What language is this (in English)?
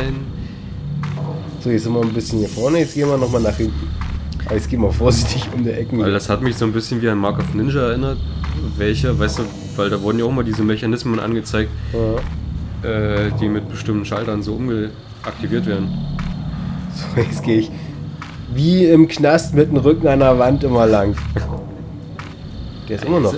German